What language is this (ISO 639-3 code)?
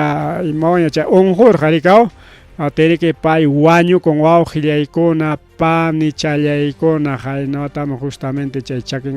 quy